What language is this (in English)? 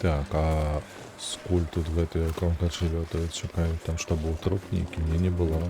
Belarusian